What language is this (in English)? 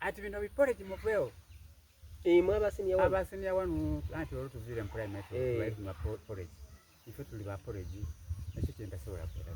Soga